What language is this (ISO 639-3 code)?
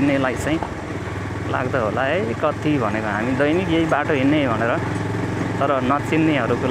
nep